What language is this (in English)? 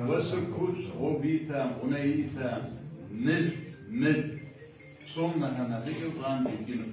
Kabardian